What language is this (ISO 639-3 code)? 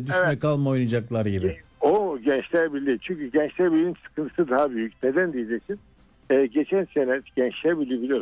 tur